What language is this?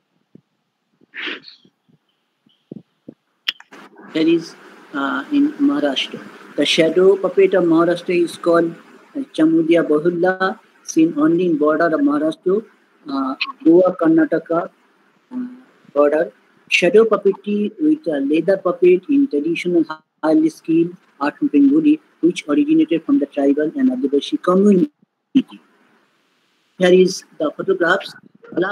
English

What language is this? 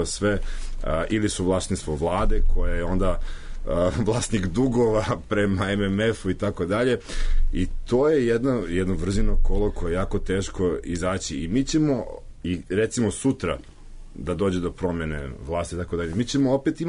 Serbian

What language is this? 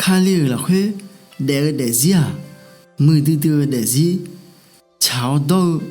Akha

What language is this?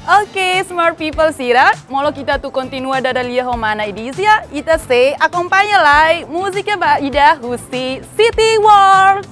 Tetum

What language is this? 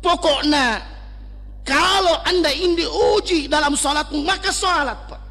Buginese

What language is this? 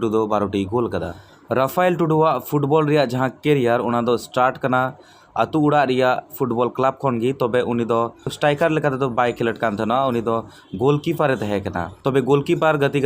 Santali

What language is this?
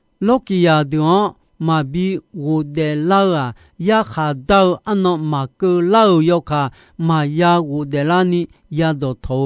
Akha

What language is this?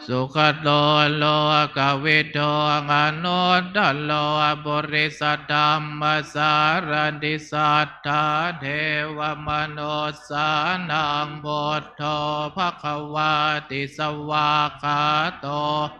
Pali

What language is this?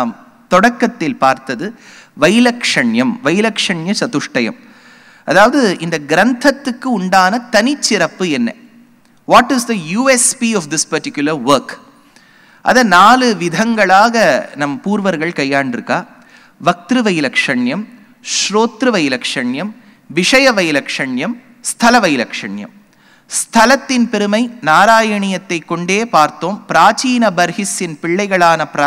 Tamil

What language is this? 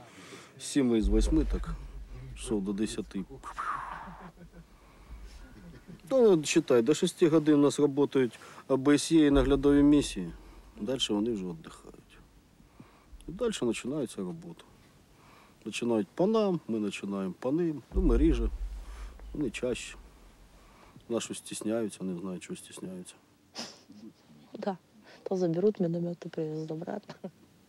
Ukrainian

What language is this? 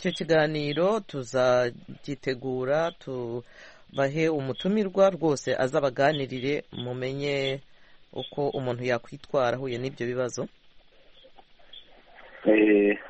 Kinyarwanda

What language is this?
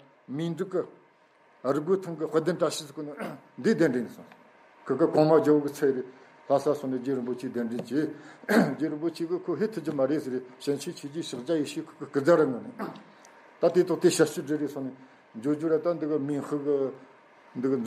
Tibetan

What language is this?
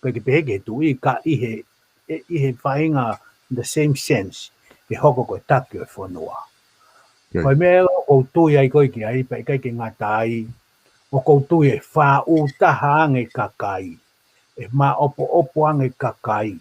Tongan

